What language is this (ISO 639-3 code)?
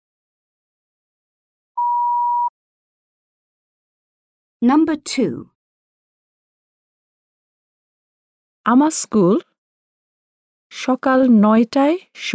ben